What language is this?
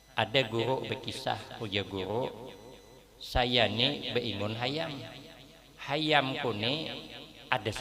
Banjar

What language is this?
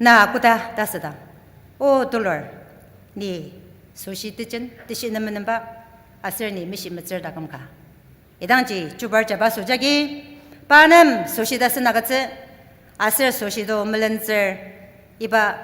Ao Naga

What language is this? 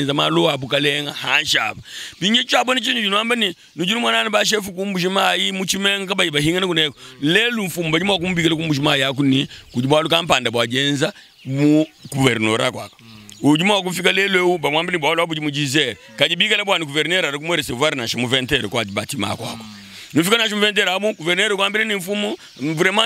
Luba-Lulua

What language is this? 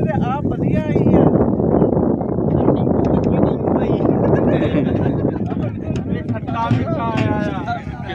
Punjabi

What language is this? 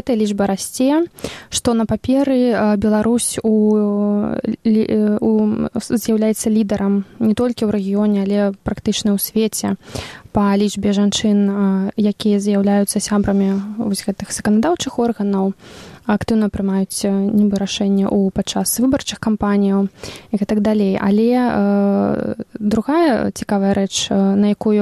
Belarusian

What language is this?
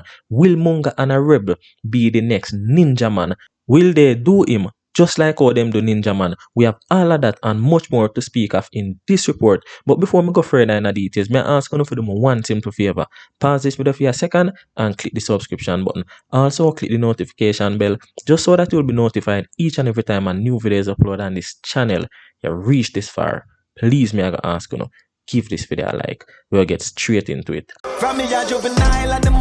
Jamaican Creole English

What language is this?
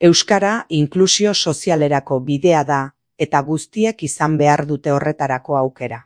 Basque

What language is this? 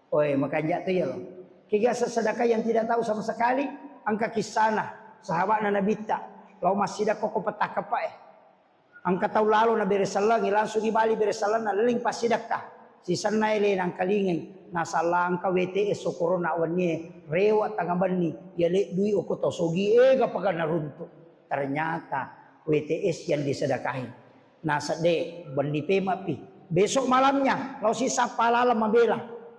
Buginese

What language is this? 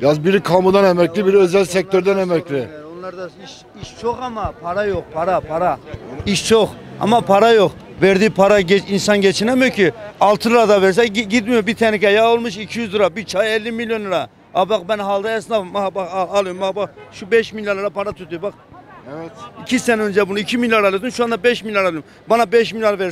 Turkish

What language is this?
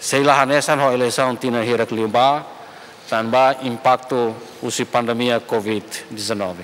Tetum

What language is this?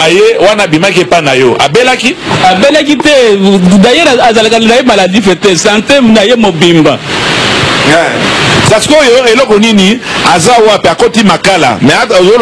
Lingala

